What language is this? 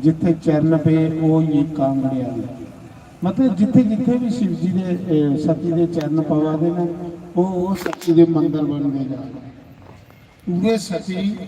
Dogri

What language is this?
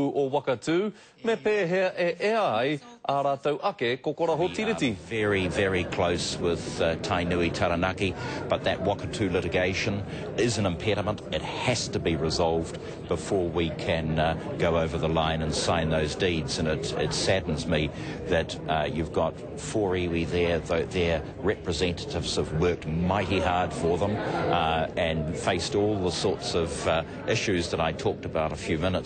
Māori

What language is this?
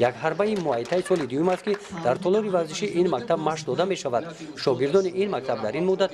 Tajik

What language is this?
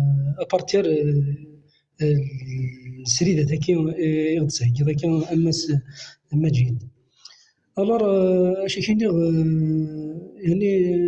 Kabyle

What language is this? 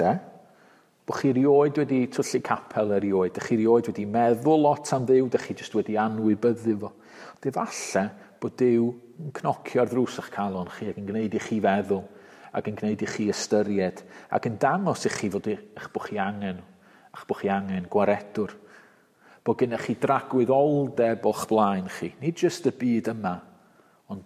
Welsh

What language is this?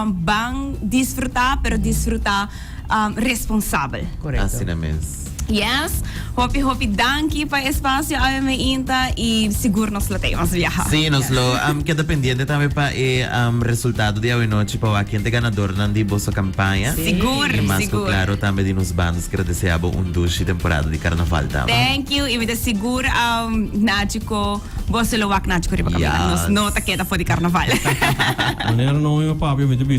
Papiamento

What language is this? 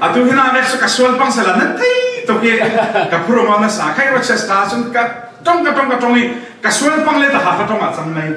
Falam Chin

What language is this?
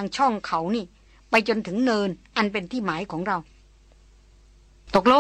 Thai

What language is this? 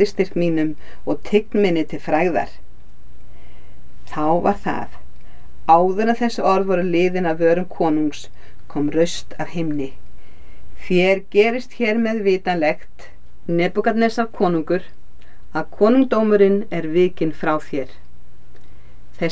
Icelandic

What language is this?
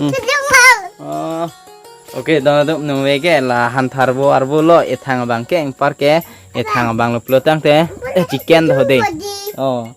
Karbi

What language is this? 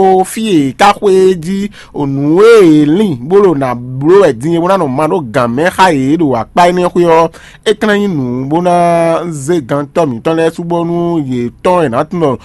Fon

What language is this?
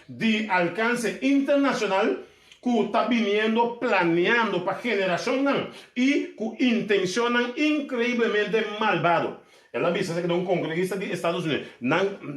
Papiamento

